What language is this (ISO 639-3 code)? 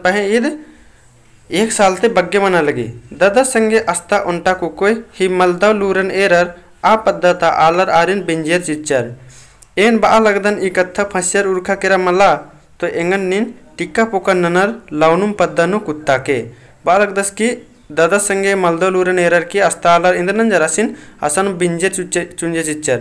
kru